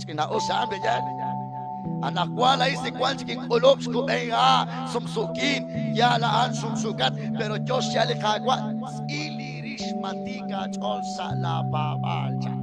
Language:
Kekchí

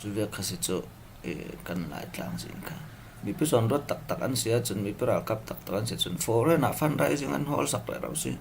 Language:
Falam Chin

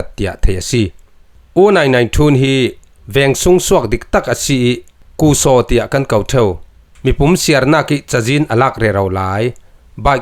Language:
Falam Chin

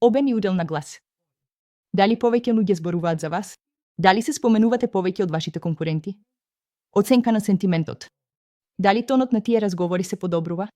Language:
Macedonian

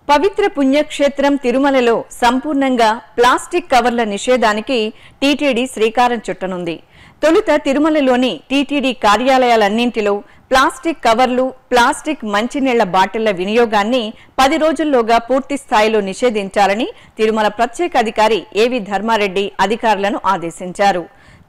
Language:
Telugu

